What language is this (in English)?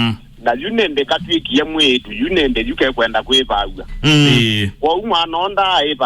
Kamba